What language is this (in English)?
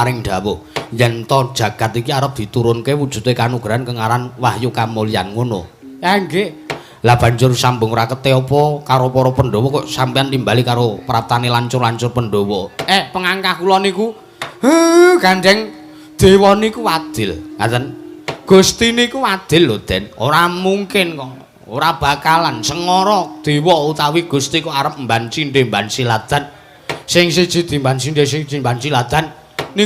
Javanese